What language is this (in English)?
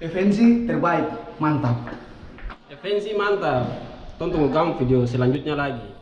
Ambonese Malay